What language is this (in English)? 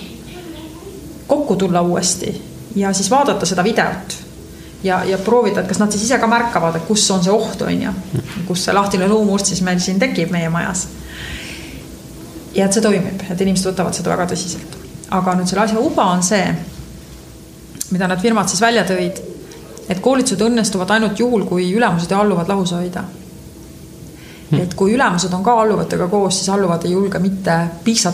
Estonian